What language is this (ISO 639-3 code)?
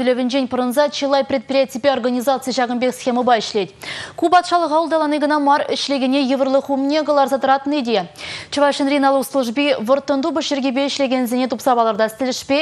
chv